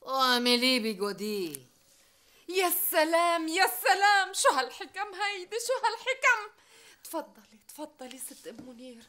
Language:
North Levantine Arabic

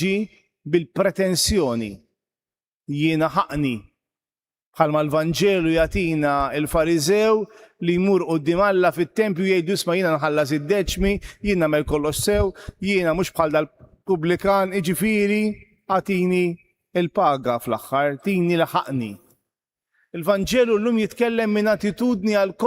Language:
Maltese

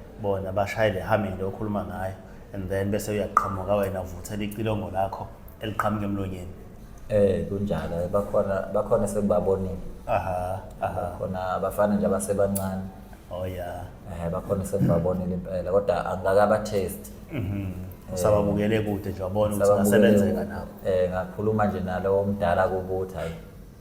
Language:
Zulu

